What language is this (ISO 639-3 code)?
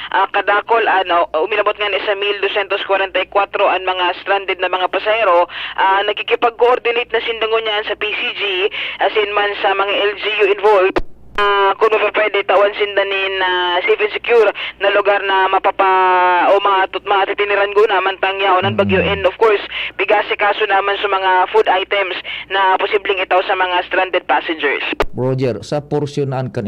bik